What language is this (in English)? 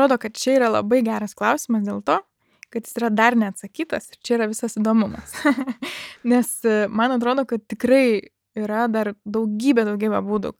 Lithuanian